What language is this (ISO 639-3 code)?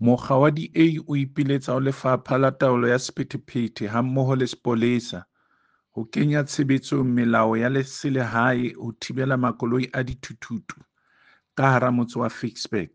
sot